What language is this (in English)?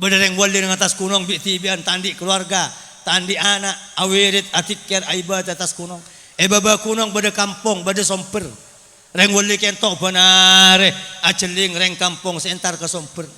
Madurese